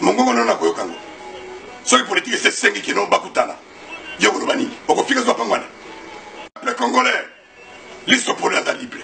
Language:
Lingala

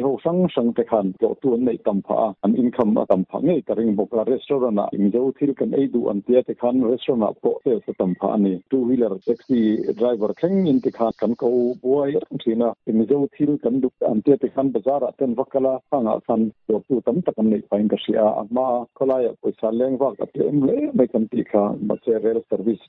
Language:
Mizo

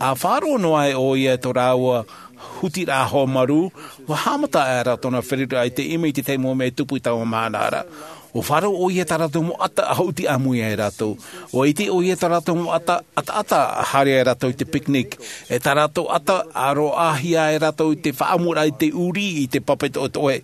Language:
Tahitian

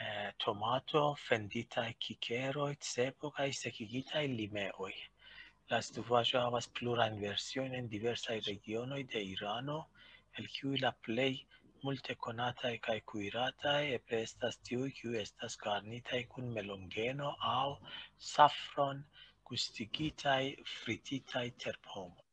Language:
Esperanto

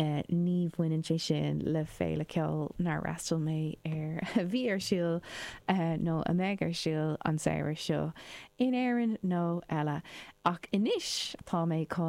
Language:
Irish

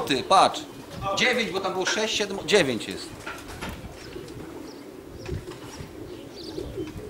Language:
Polish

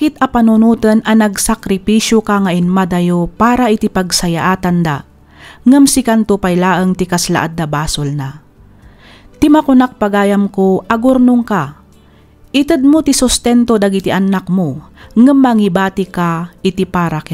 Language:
Iloko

